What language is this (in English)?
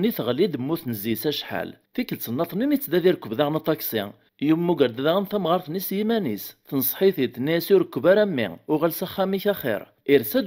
Kabyle